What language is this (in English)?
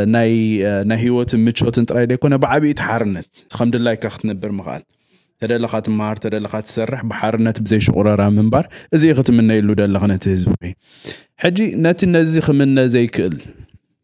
Tigrinya